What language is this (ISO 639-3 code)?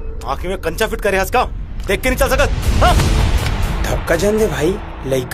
hne